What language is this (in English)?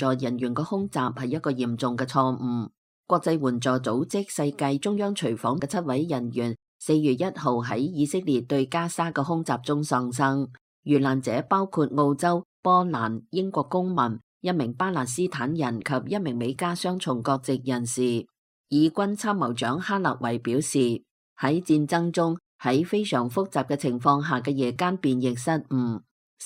Cantonese